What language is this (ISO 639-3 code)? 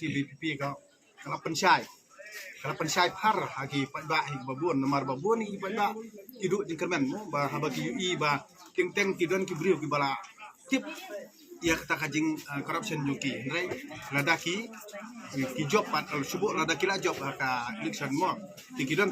kha